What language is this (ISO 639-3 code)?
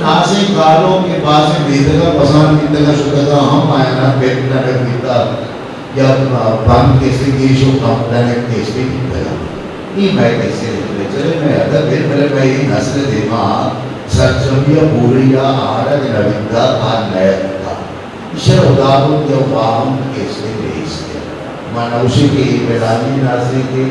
bgp